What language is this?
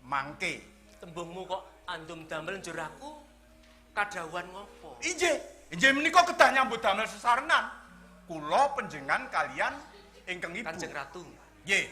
Javanese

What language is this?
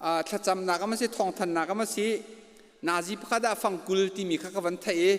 Hakha Chin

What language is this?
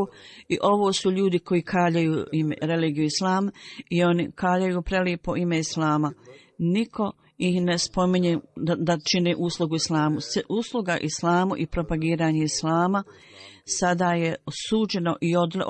Bosnian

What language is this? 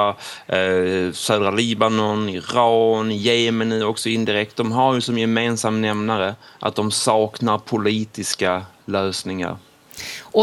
Swedish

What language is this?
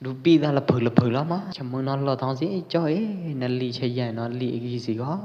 Pwo Eastern Karen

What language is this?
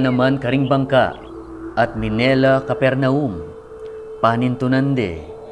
Pampanga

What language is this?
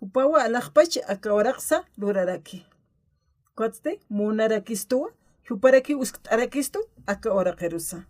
Aymara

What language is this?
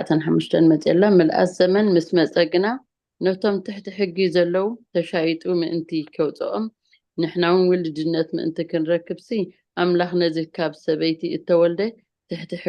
Tigrinya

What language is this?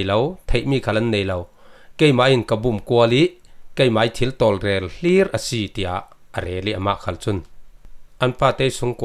Falam Chin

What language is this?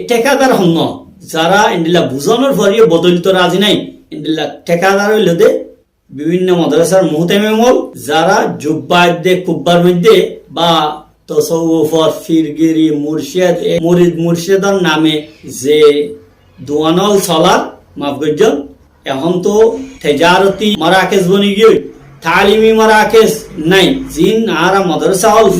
Rohingya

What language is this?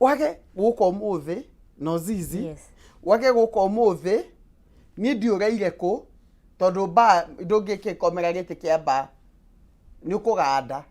Kikuyu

